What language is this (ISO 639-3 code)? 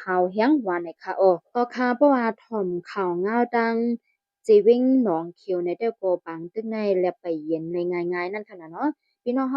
shn